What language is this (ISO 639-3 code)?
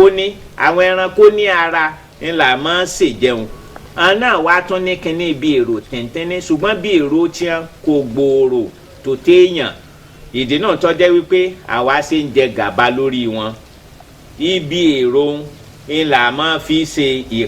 yor